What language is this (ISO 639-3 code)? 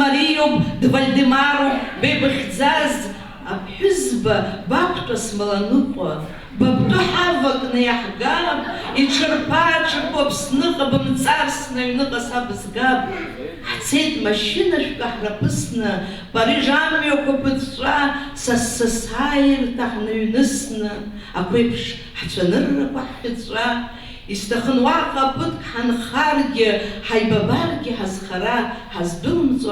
abk